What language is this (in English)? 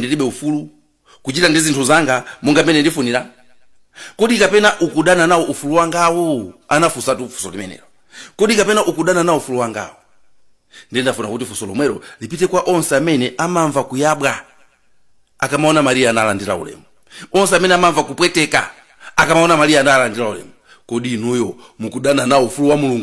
Nyanja